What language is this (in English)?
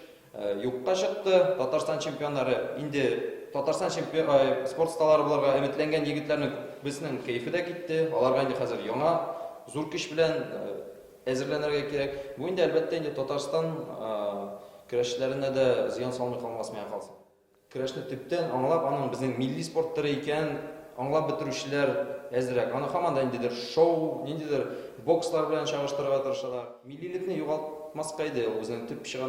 Tatar